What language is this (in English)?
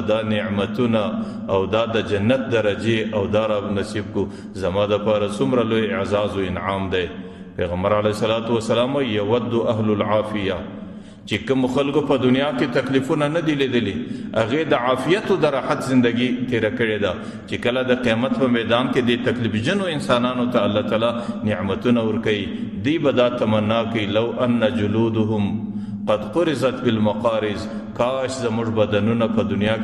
Pashto